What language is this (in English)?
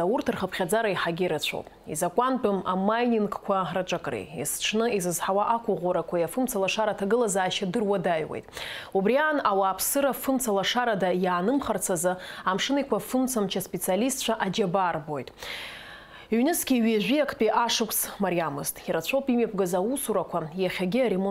Abkhazian